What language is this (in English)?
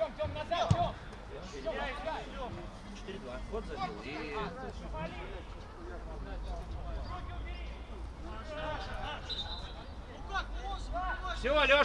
Russian